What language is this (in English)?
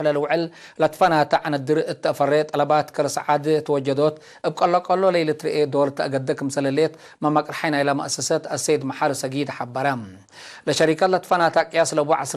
Tigre